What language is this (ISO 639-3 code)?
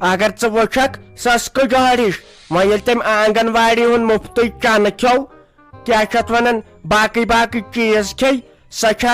kas